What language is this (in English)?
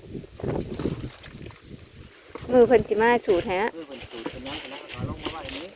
Northeastern Thai